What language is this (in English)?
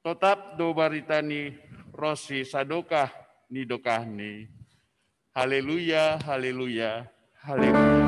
Batak Simalungun